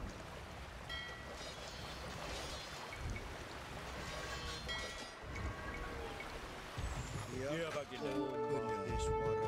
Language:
Malay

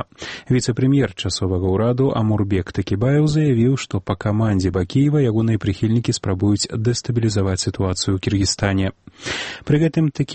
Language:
Belarusian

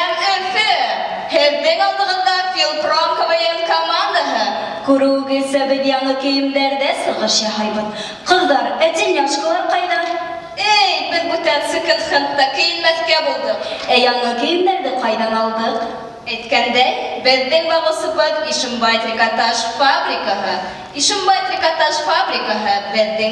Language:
Bashkir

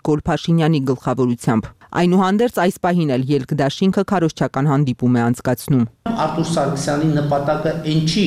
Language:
Armenian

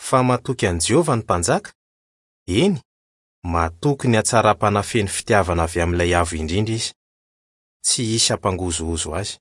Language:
Malagasy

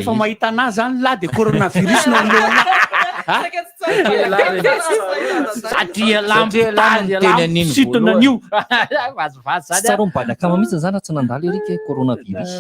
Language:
Malagasy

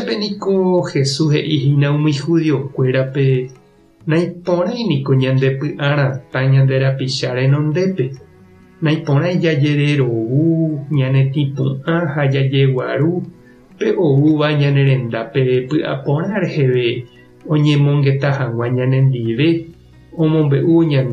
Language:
Guarani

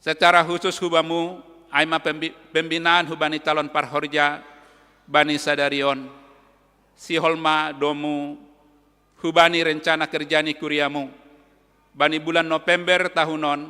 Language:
Batak Simalungun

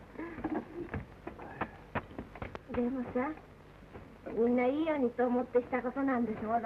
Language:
Japanese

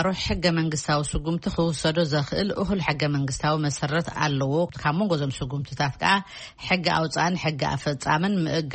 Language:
Tigrinya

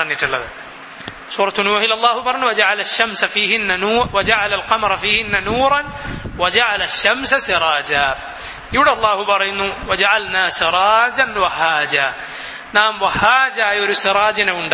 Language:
Malayalam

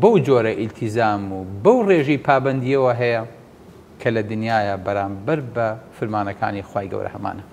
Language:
Central Kurdish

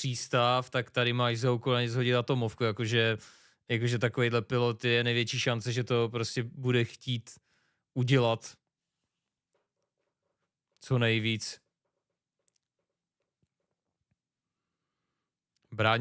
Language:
Czech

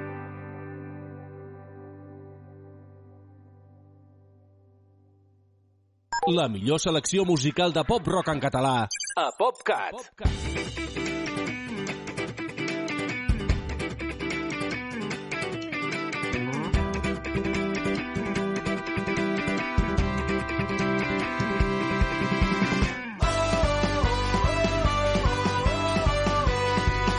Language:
Catalan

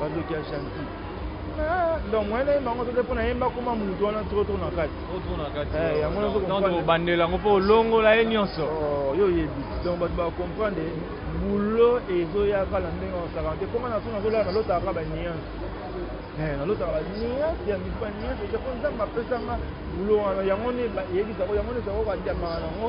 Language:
Lingala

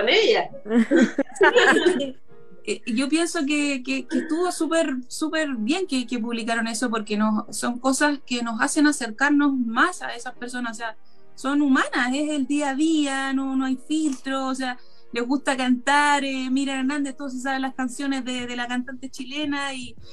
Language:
Spanish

